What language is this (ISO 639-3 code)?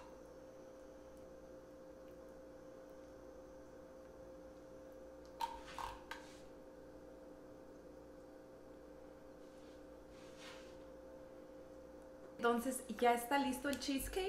spa